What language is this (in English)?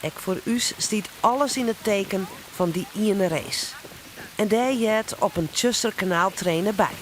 Western Frisian